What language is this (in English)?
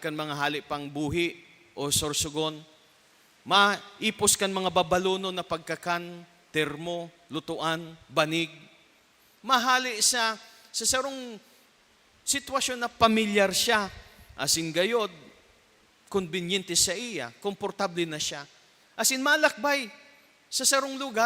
Bikol